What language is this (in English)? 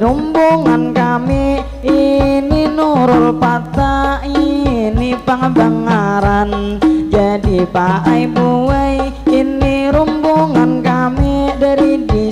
Banjar